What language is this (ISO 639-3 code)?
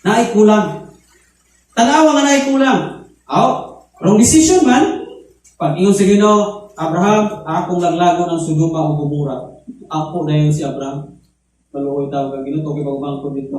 ceb